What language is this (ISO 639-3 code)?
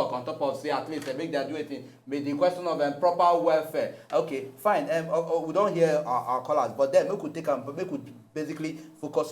pcm